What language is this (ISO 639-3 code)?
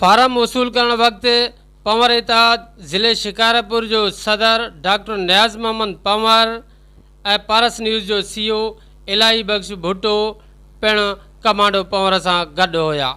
snd